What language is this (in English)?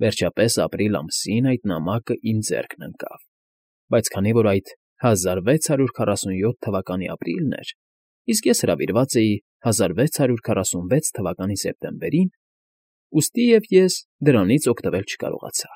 Armenian